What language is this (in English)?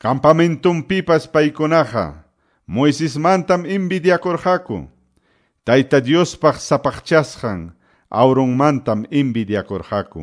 Quechua